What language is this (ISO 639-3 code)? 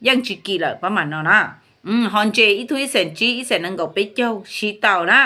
hmn